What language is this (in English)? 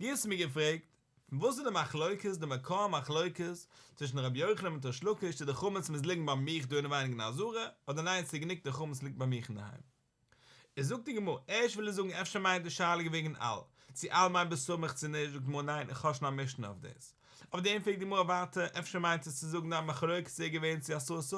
Yiddish